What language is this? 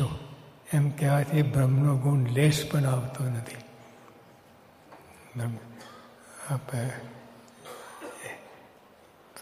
Gujarati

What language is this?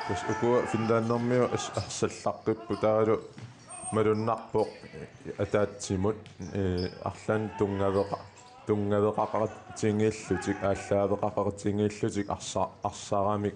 Kalaallisut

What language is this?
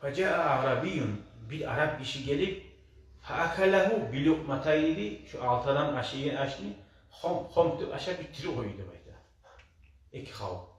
Kumyk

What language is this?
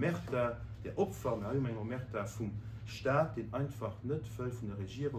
Luxembourgish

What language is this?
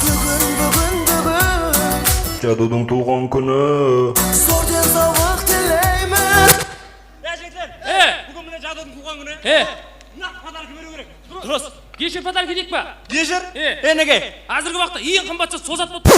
Kara-Kalpak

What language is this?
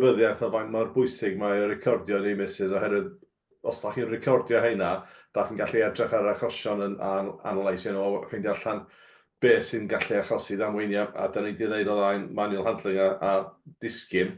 Welsh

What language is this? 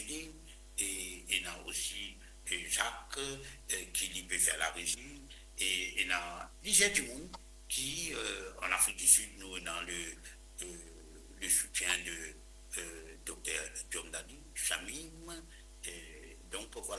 Morisyen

